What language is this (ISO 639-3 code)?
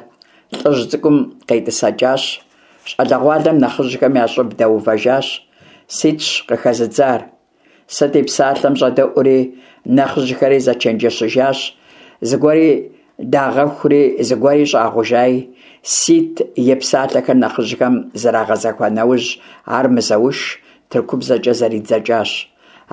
kbd